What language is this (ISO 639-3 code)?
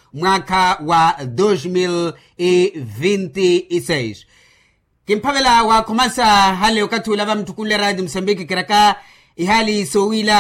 vmw